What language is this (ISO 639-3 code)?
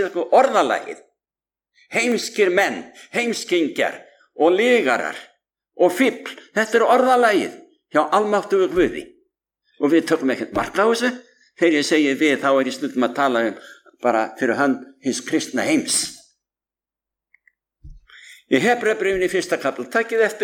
isl